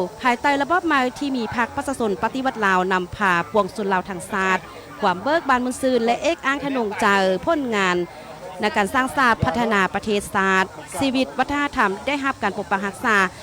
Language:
Lao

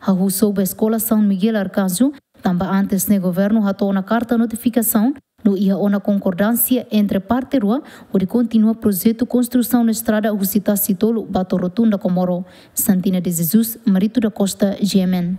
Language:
Tetum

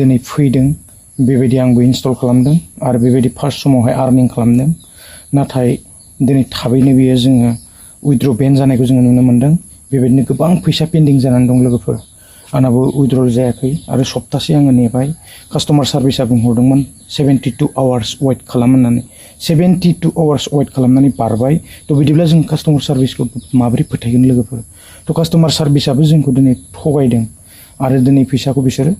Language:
Bodo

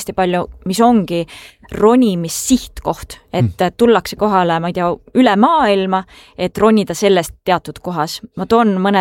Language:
Estonian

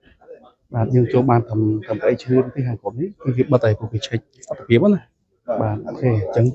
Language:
Khmer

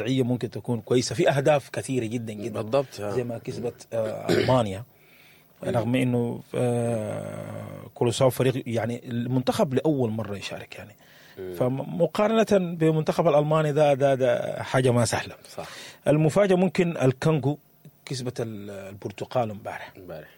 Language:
Sudanese Arabic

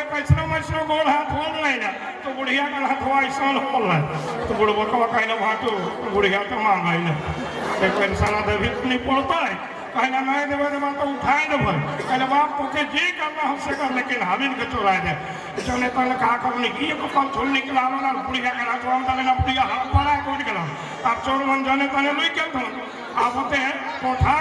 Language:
Sadri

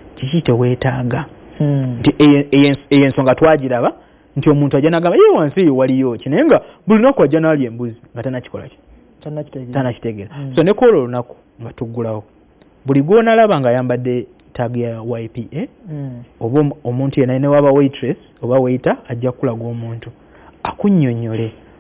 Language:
Ganda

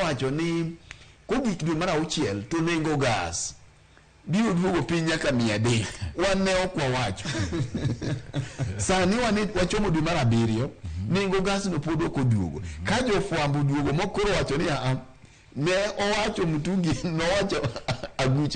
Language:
Luo (Kenya and Tanzania)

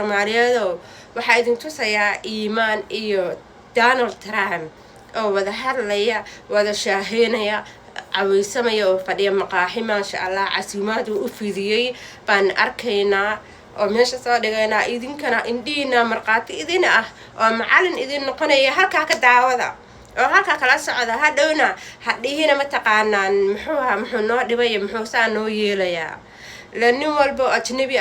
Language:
Somali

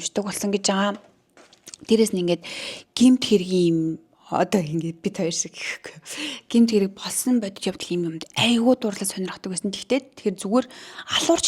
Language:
Mongolian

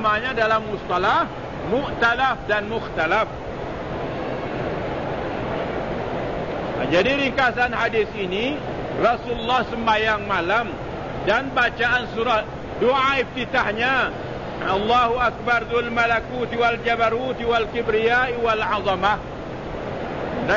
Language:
Malay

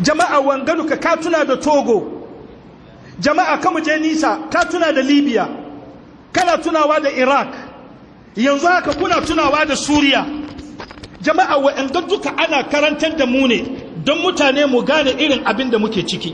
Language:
Hausa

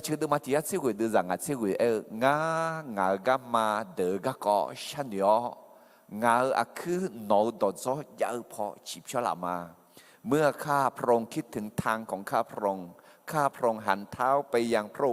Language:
Akha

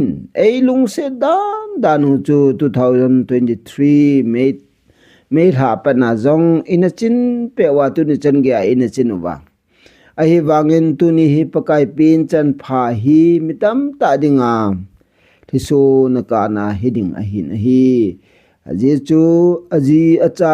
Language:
Thado Chin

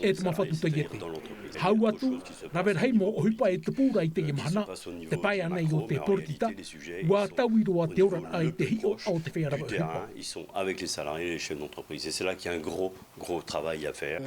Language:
Tahitian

